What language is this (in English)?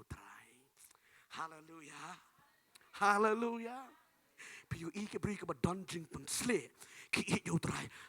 Khasi